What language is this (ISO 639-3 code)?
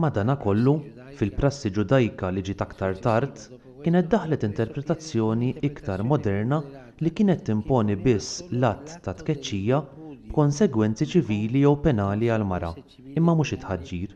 mlt